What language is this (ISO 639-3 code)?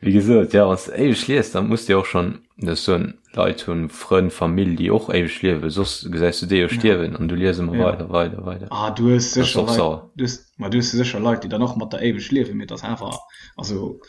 ltz